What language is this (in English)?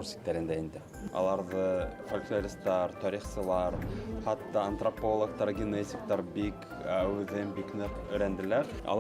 Bashkir